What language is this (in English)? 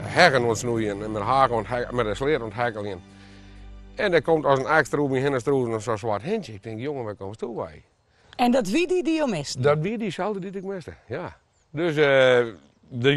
Western Frisian